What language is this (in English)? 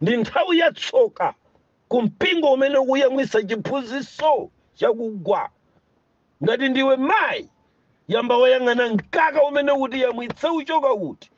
Nyanja